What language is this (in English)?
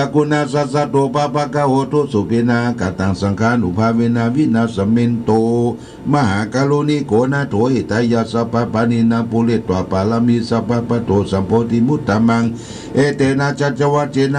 Pali